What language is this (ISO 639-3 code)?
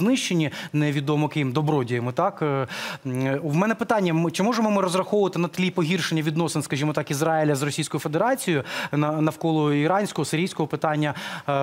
ukr